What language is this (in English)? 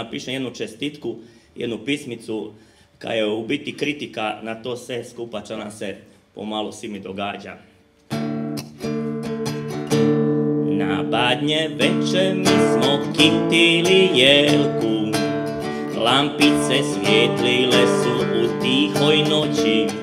Croatian